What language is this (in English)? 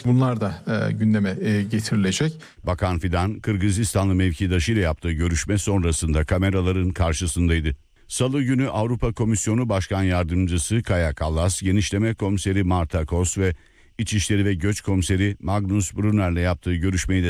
Turkish